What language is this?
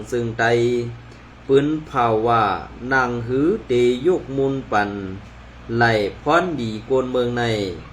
Shan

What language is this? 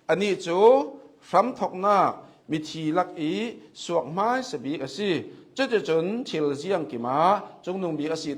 Hakha Chin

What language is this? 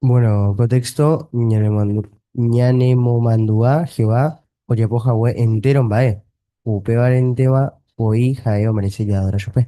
Guarani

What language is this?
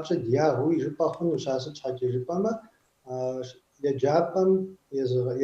Kabardian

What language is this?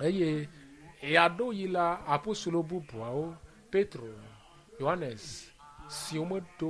Ewe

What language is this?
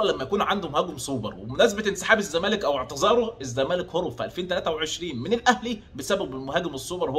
Egyptian Arabic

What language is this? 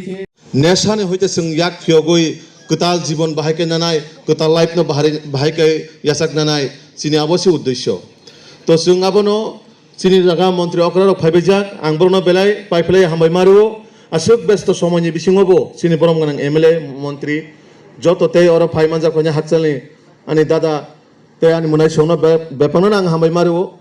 Kok Borok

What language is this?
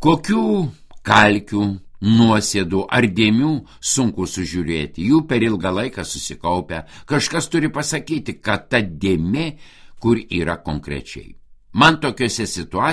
Lithuanian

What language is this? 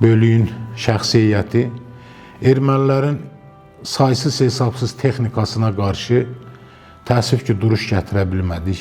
Azerbaijani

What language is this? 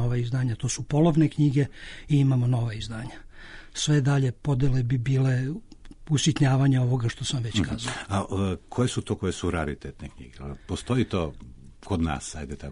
Serbian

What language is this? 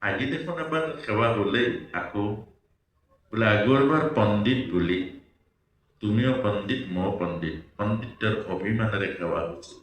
Assamese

